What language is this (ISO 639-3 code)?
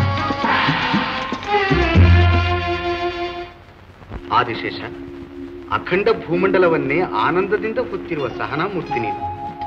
kan